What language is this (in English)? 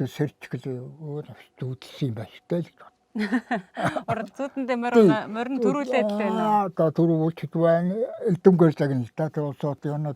Mongolian